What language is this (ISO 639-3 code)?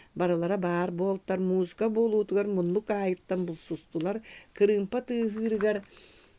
sah